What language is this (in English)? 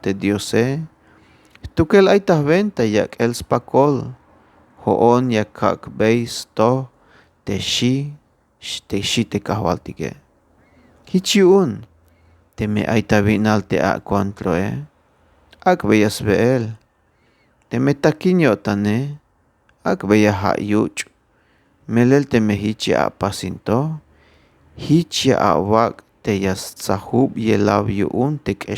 Tzeltal